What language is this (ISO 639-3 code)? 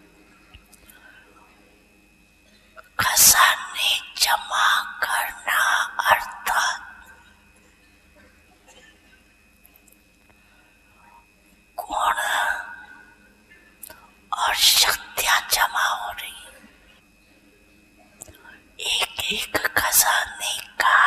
hin